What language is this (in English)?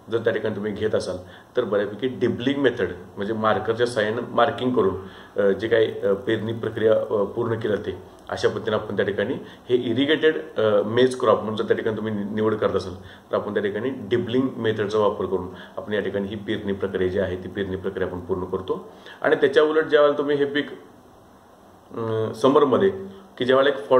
Marathi